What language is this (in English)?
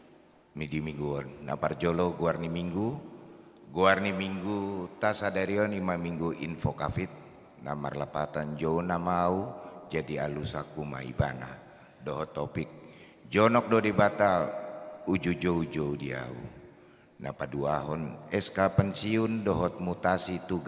Batak Toba